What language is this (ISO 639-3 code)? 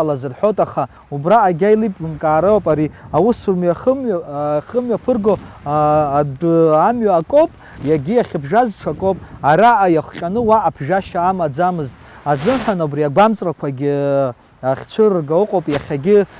abk